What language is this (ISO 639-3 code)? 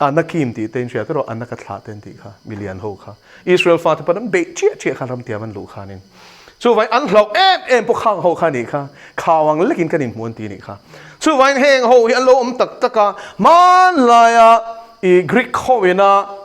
lus